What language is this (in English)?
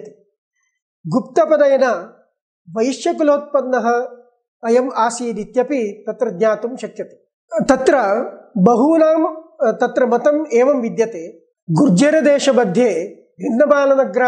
Sanskrit